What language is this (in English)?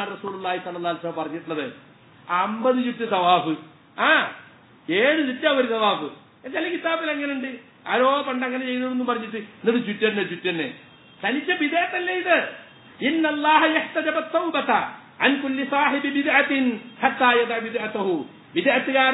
Malayalam